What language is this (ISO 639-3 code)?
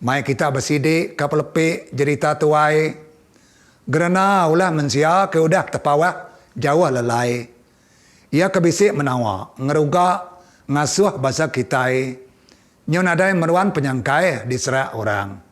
iba